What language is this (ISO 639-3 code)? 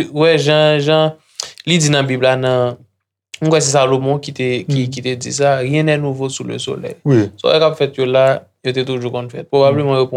hat